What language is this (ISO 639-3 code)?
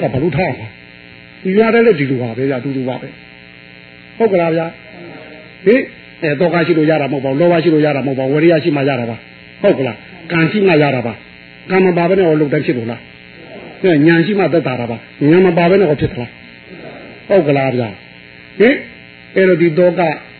mya